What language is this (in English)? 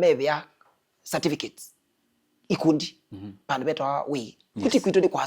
Kamba